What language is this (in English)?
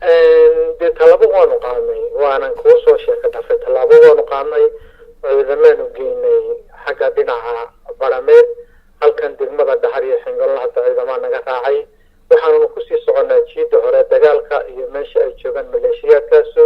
Somali